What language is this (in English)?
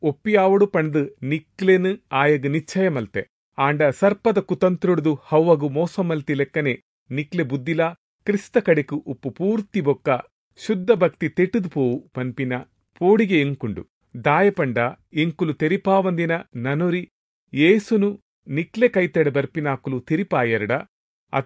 Tulu